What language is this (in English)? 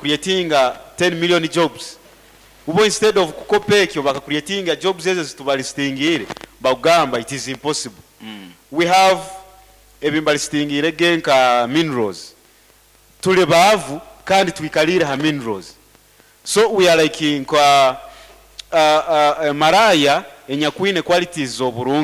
Nyoro